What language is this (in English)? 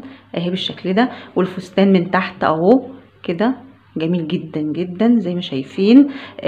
Egyptian Arabic